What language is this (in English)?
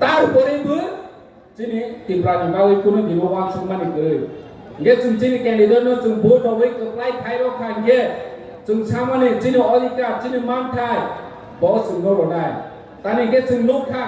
Kok Borok